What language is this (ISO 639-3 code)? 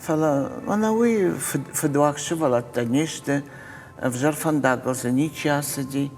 oss